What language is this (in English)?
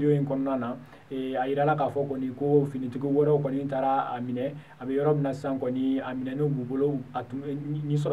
Bambara